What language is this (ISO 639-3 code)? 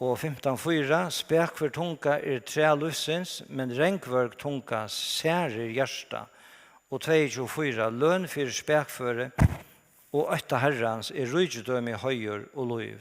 fao